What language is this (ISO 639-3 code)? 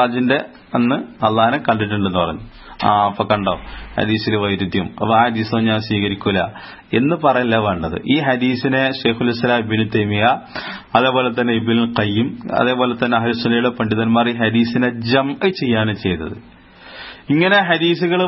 mal